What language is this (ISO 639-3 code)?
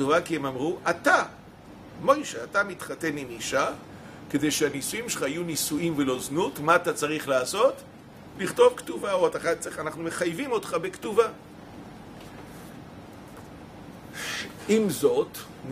heb